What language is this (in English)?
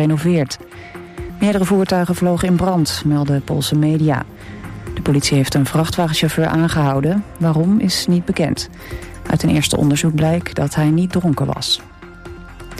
Dutch